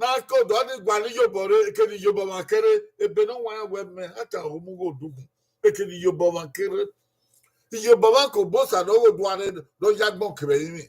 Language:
Bini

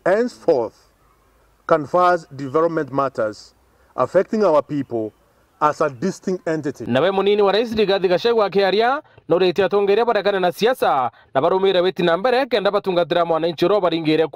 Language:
Meru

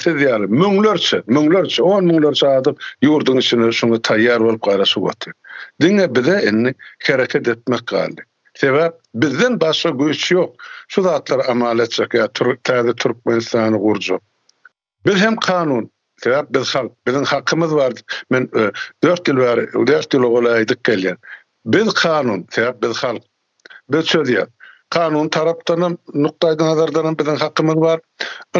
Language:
Turkmen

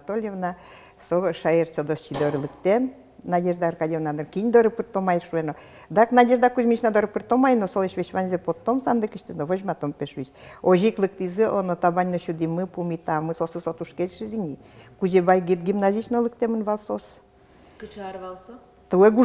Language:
Udmurt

